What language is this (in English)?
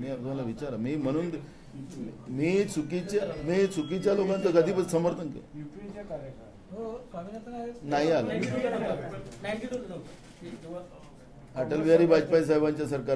Marathi